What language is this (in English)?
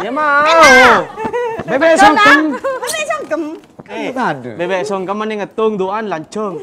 Madurese